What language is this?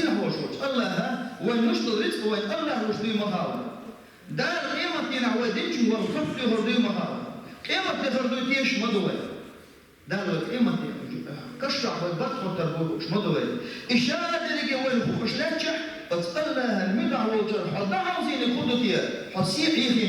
Chechen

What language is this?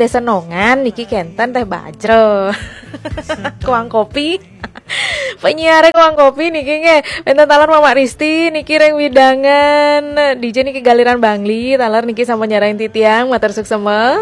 Balinese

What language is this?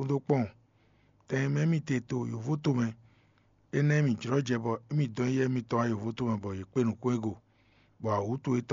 Fon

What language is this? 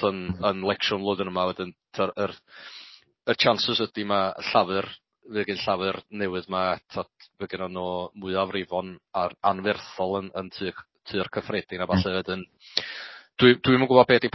Welsh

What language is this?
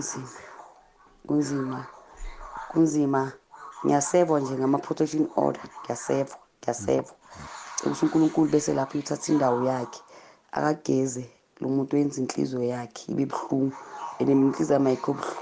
South Ndebele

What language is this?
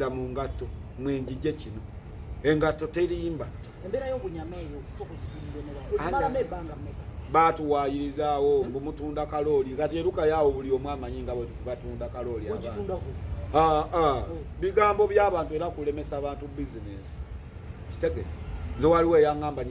Ganda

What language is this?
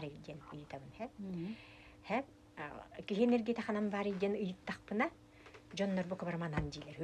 Yakut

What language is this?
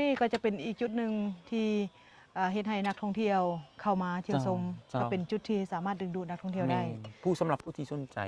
Lao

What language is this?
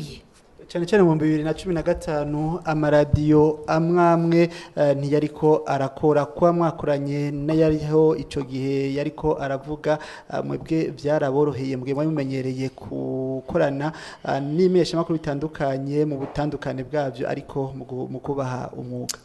Rundi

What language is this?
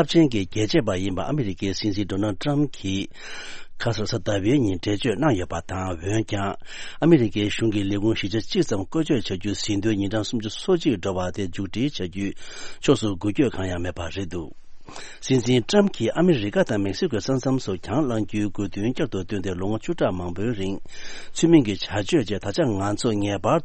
Tibetan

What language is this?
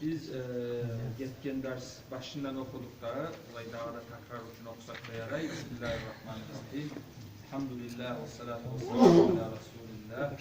Kumyk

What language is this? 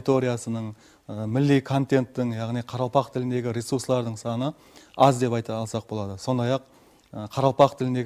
Kara-Kalpak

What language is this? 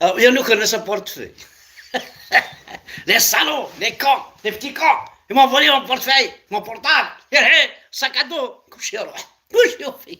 Kabyle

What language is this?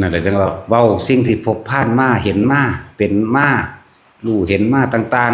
Northeastern Thai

